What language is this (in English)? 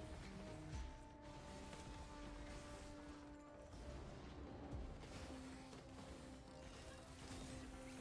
Finnish